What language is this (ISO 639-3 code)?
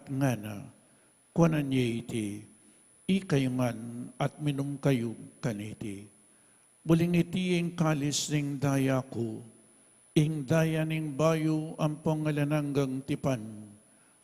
pam